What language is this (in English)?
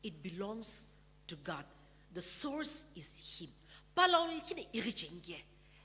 Sumi Naga